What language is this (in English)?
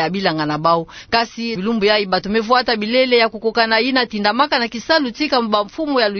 Kituba (Democratic Republic of Congo)